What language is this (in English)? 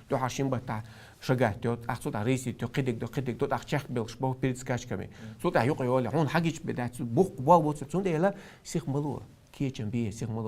Chechen